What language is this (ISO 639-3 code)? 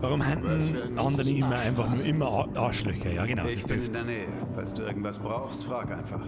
bar